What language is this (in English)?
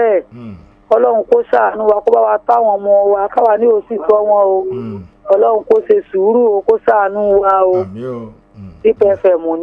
Yoruba